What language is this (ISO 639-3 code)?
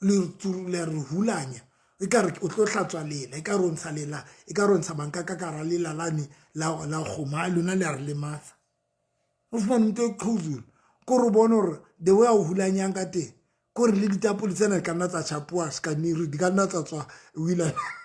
sot